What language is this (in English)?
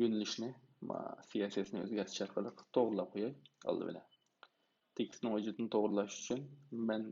Uyghur